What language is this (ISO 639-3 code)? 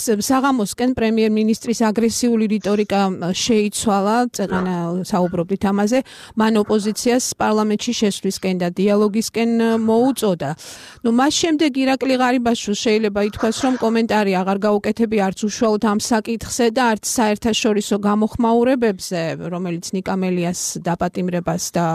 kat